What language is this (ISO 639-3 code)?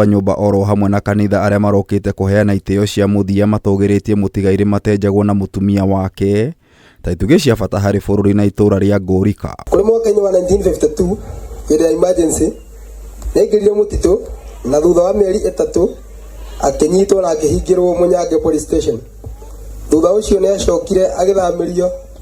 kik